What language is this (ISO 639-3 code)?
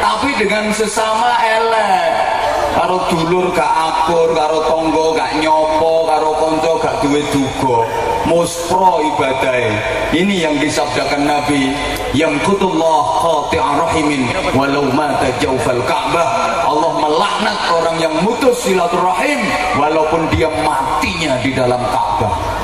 jav